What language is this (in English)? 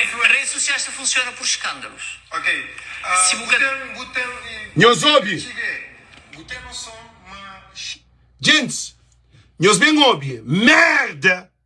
Kabuverdianu